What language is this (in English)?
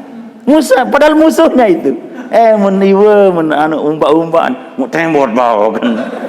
Sasak